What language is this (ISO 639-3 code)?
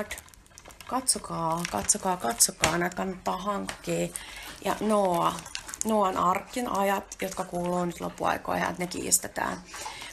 fin